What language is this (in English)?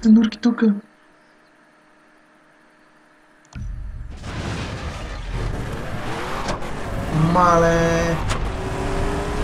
Bulgarian